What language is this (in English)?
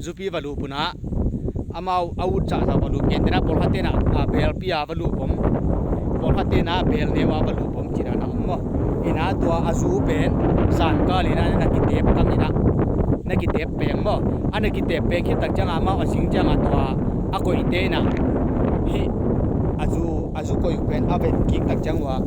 Tedim Chin